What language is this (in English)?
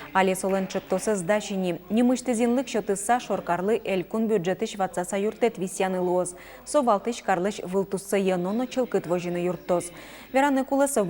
Udmurt